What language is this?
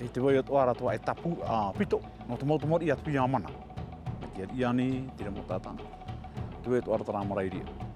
Tahitian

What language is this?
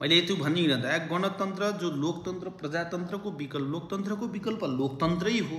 Nepali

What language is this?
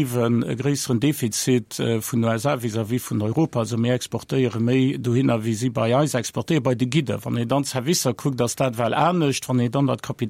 Luxembourgish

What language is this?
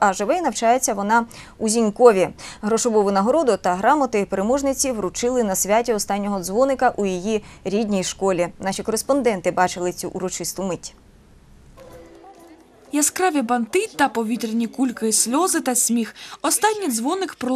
Ukrainian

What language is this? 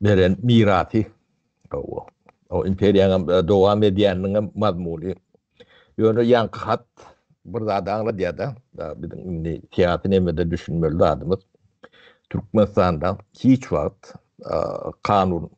Turkmen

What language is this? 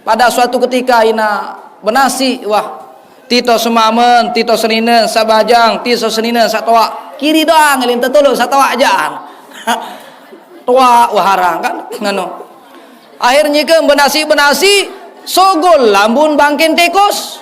Sasak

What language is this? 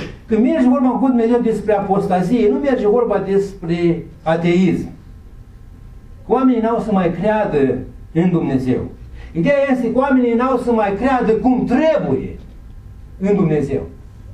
Romanian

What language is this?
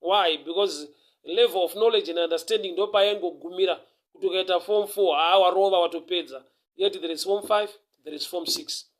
Shona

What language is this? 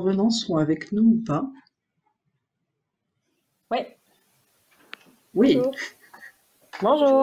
French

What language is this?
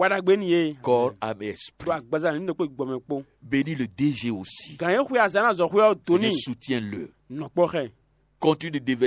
Fon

